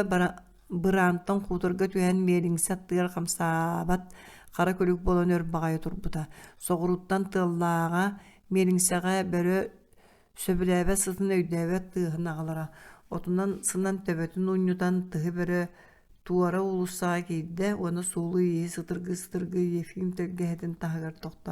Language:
Yakut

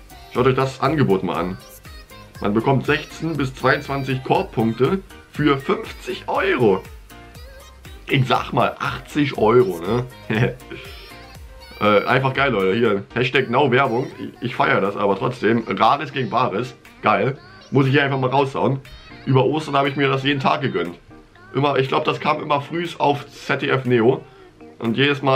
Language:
German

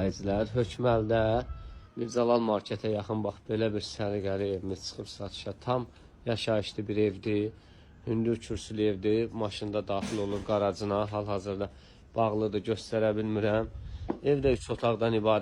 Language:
Azerbaijani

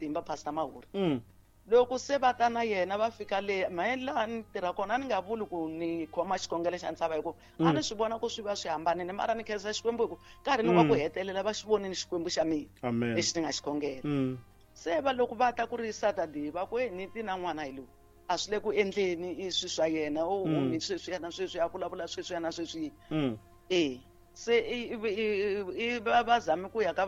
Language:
Tsonga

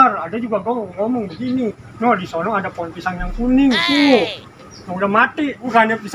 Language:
Betawi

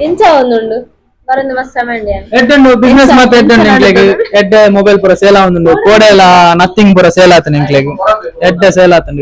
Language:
Tulu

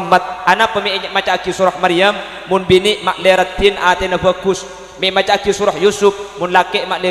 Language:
Madurese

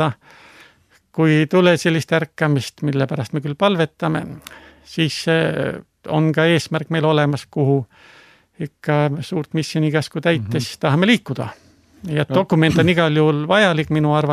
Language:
Estonian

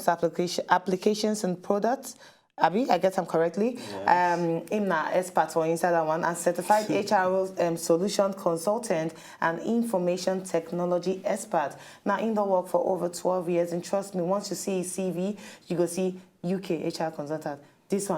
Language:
Nigerian Pidgin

